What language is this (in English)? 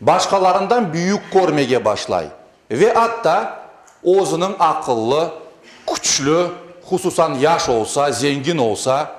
Crimean Tatar